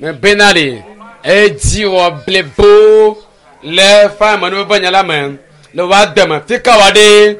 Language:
Ewe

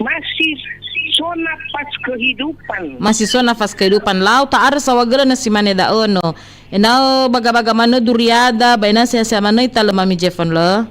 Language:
Nias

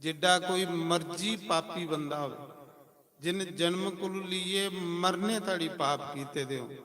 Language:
Dogri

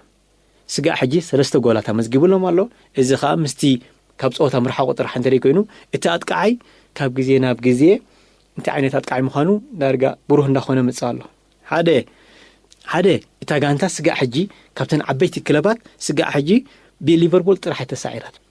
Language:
Tigrinya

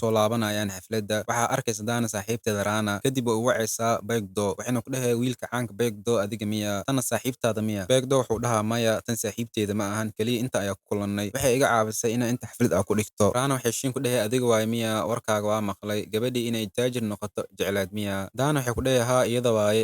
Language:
Somali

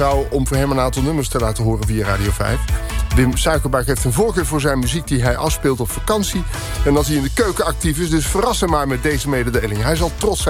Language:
Dutch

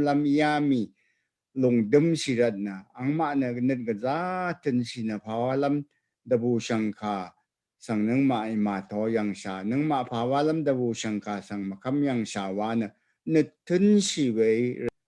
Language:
Rawang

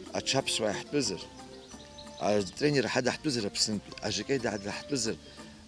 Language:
Abkhazian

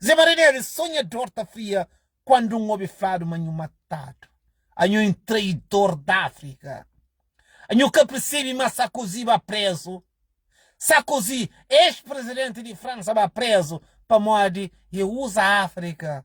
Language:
Kabuverdianu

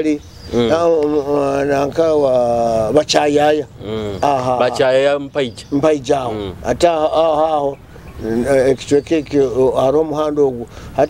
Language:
Nyoro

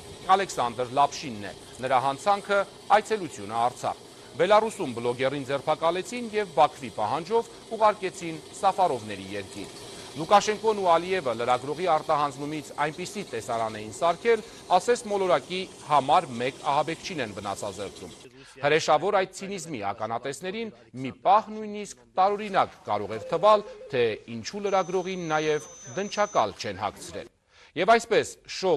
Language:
Armenian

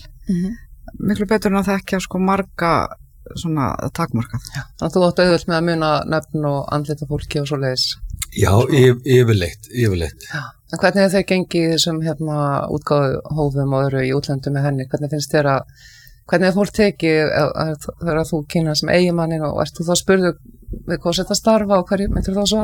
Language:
Icelandic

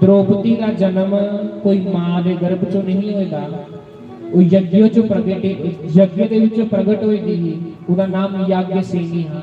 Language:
Dogri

